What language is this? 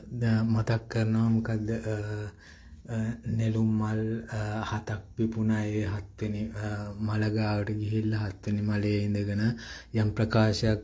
Sinhala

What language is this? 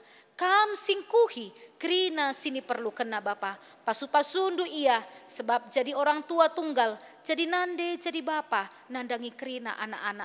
Batak Karo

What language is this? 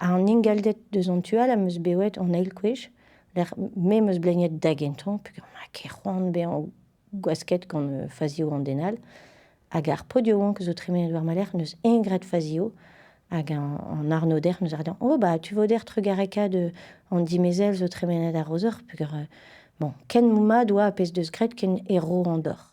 Breton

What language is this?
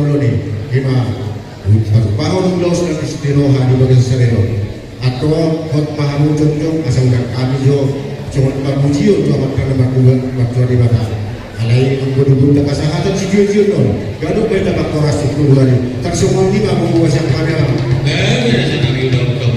Batak Toba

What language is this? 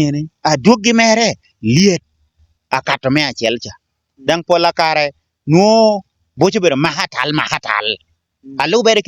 Lango (Uganda)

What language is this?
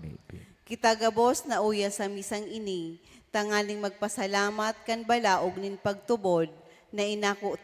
Bikol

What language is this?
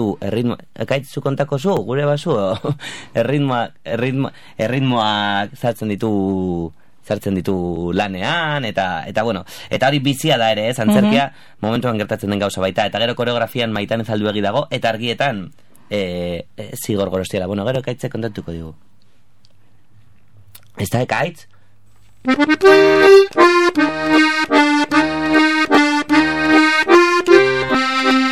Basque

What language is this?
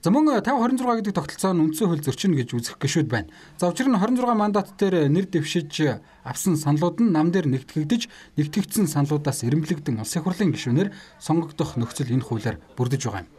Mongolian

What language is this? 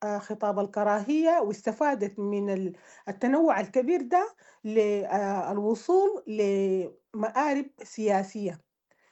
Sudanese Arabic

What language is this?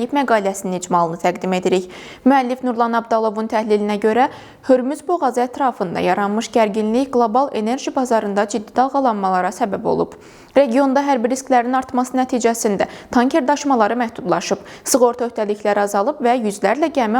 Azerbaijani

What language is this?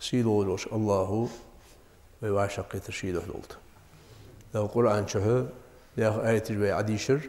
Ingush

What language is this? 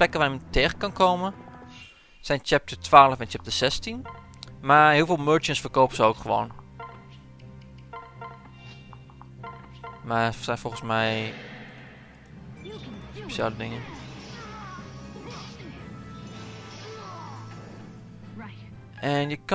Dutch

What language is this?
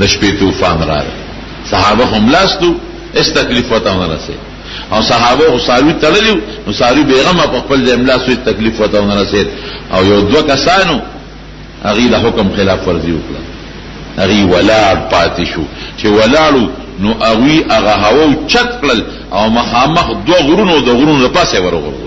Pashto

